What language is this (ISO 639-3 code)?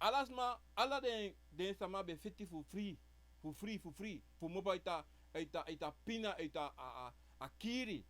srn